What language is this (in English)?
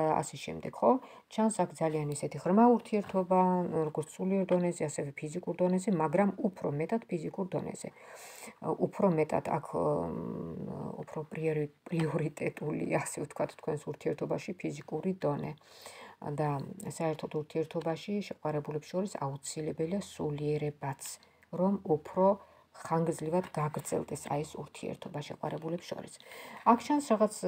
Georgian